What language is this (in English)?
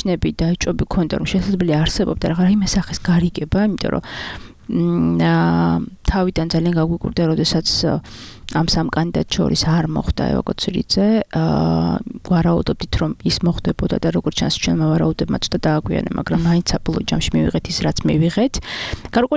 Georgian